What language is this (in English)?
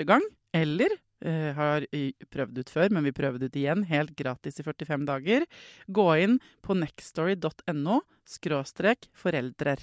Norwegian